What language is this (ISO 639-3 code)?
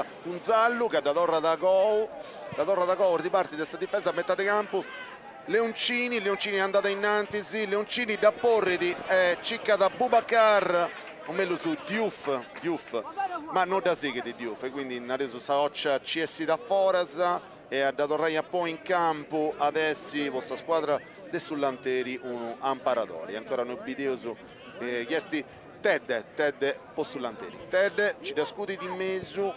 srd